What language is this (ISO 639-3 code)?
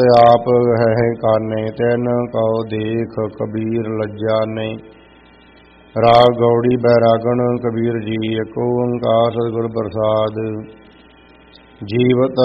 pan